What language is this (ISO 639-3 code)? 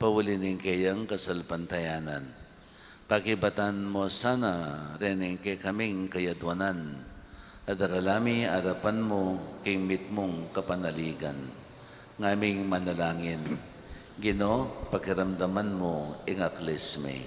pam